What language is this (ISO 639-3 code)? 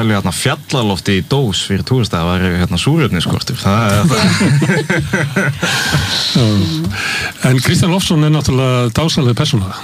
isl